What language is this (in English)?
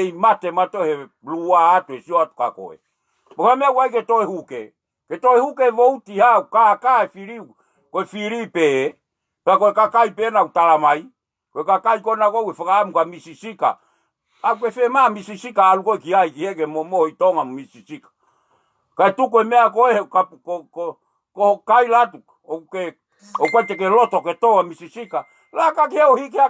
Tongan